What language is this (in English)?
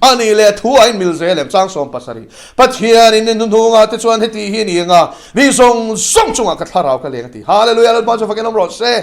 Mizo